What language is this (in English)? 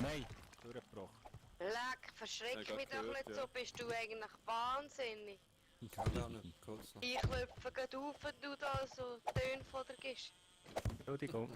Swiss German